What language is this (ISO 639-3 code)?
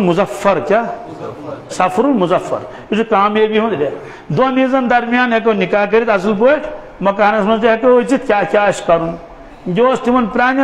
kas